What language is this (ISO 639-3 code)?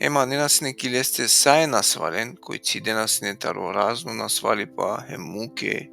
rmn